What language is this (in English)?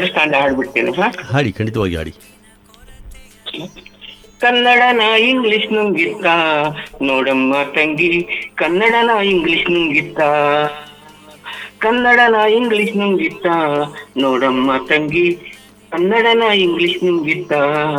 Kannada